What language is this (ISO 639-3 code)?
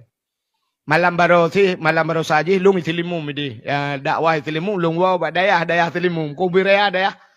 ace